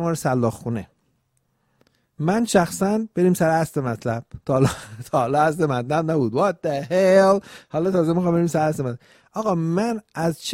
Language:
Persian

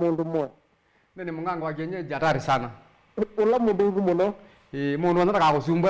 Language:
Kamba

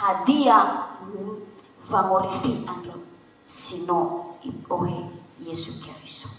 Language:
Nias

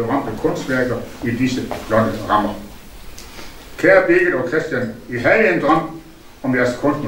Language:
Danish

